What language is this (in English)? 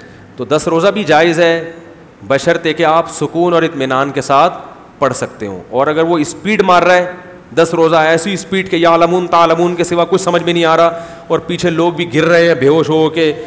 Urdu